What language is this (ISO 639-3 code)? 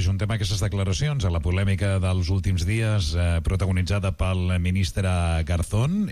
cat